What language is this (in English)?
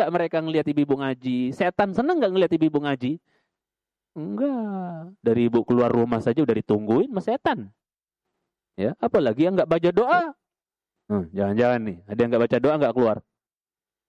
Indonesian